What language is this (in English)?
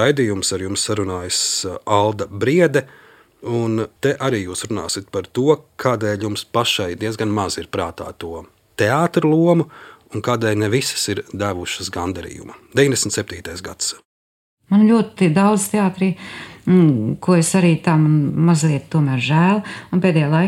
Latvian